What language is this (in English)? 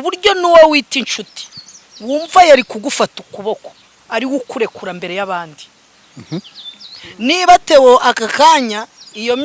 Kinyarwanda